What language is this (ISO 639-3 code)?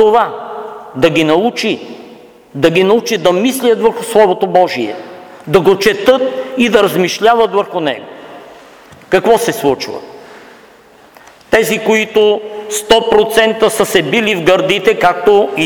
bul